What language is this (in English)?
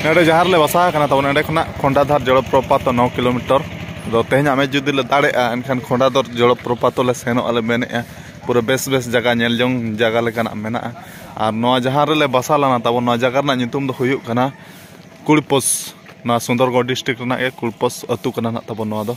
Santali